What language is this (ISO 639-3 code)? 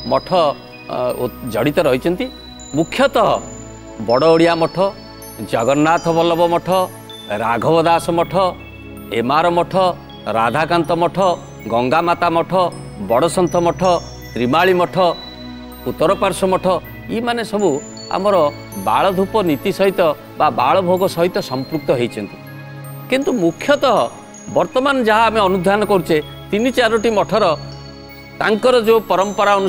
ori